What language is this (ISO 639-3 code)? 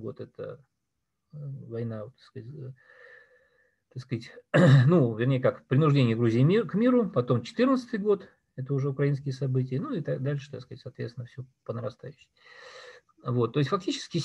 rus